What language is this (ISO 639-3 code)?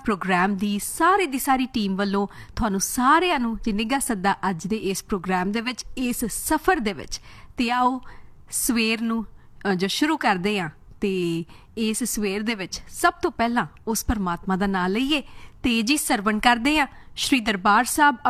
pan